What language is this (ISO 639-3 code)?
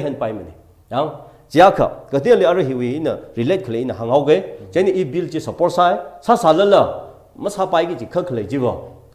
nmf